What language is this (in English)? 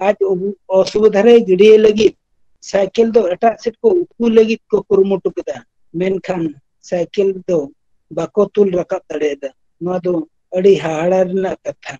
Santali